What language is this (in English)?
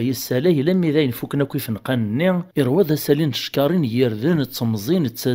Kabyle